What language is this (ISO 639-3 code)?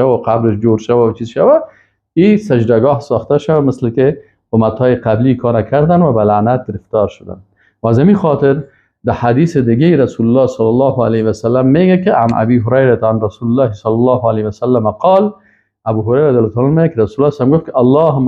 fas